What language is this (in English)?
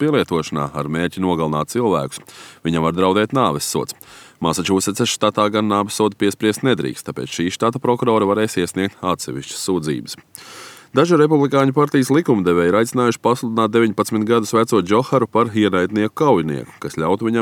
Latvian